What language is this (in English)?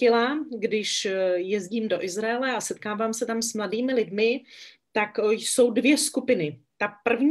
Czech